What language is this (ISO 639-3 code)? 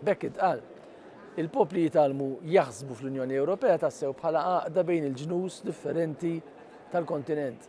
mlt